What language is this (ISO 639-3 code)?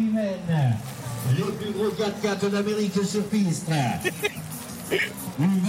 fra